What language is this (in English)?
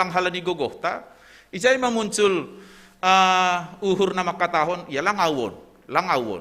Batak Simalungun